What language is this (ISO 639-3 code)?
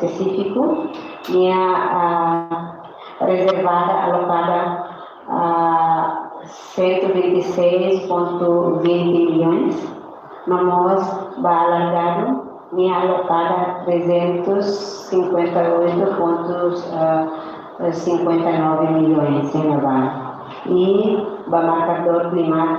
tet